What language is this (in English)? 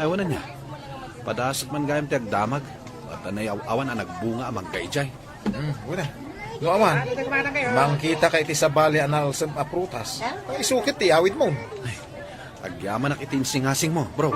Iloko